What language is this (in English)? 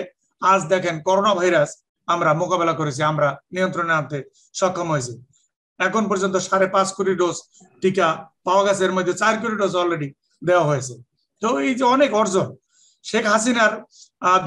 Bangla